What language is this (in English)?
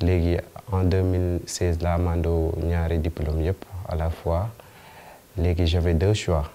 Wolof